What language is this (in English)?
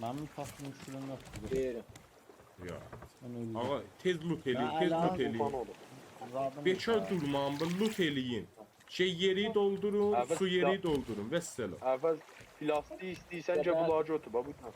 South Azerbaijani